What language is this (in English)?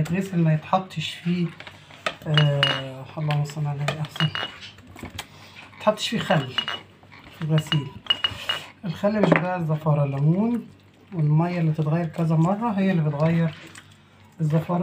Egyptian Arabic